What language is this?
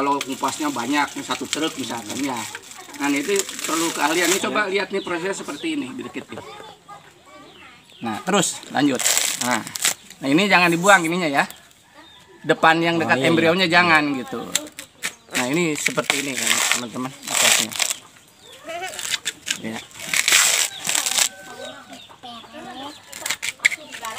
Indonesian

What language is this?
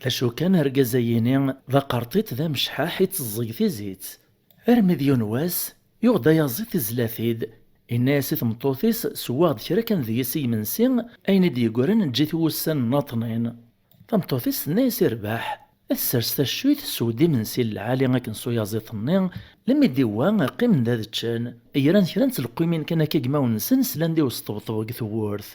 Kabyle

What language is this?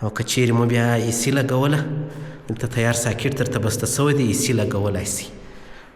Pashto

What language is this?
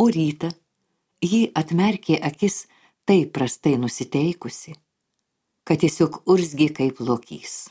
Lithuanian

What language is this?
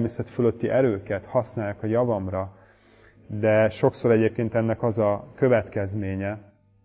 Hungarian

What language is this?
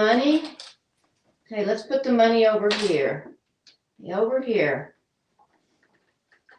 English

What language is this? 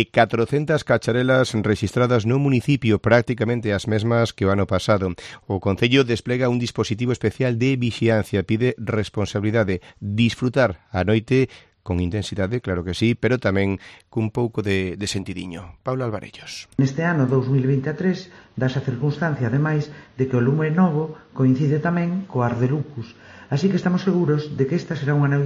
Galician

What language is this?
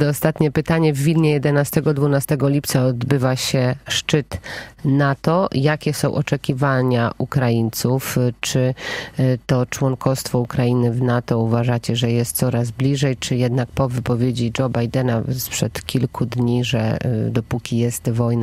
Polish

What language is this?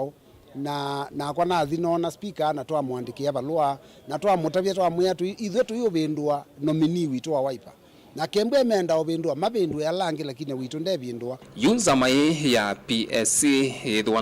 Kamba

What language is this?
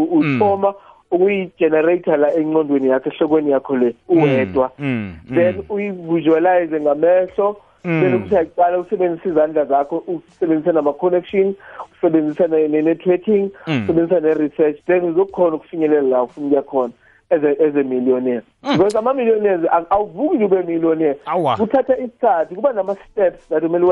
South Ndebele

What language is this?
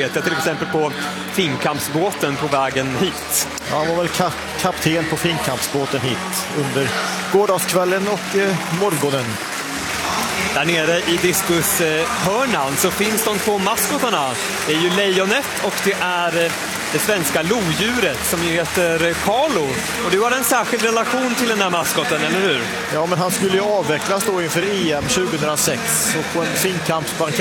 Swedish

